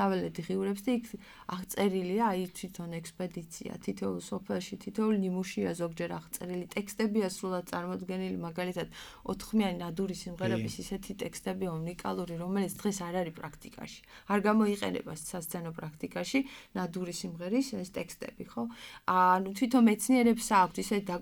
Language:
Georgian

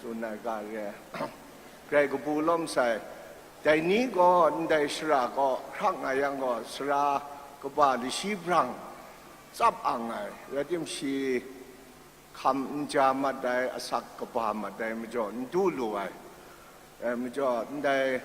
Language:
Kachin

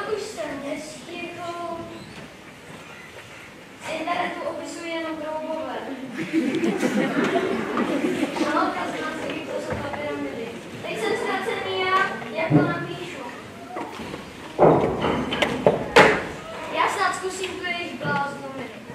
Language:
Czech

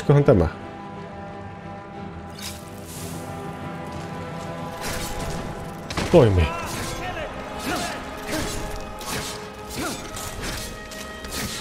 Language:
Finnish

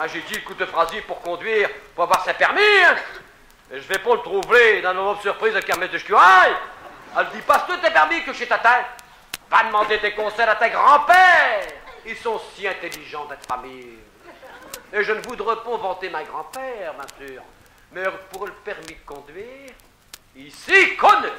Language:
Picard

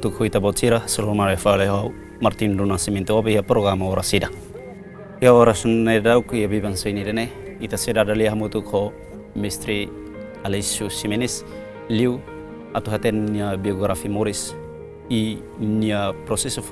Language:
Tetum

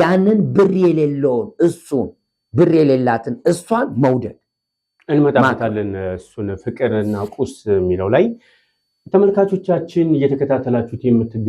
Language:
Amharic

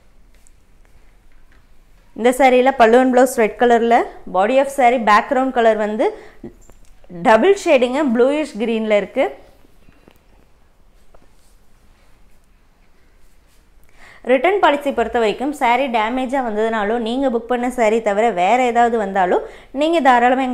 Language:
Tamil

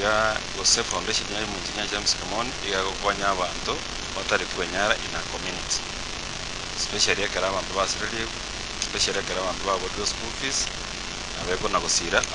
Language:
Gusii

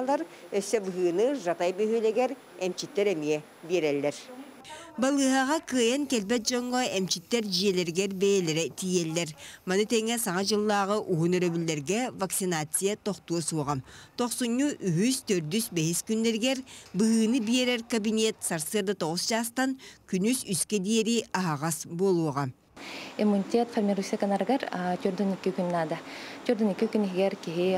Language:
Yakut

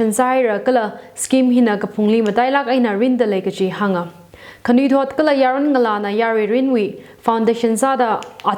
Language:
Tangkhul Naga (India)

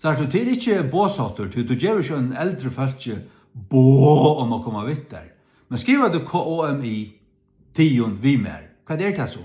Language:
Faroese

